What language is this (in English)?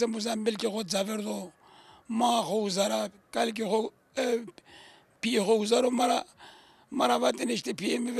Zaza